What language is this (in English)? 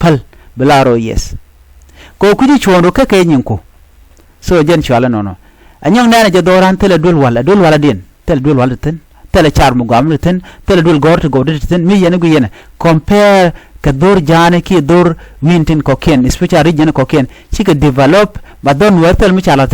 Nuer